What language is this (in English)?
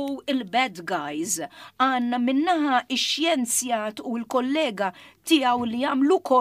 Maltese